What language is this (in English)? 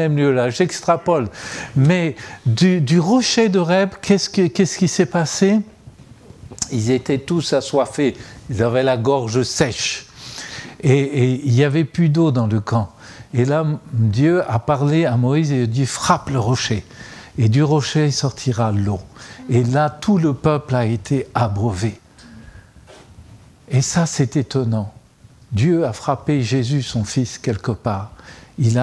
French